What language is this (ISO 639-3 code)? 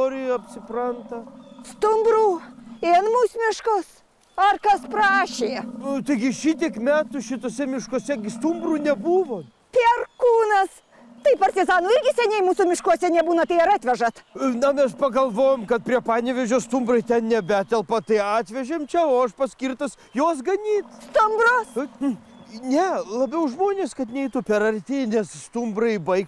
lit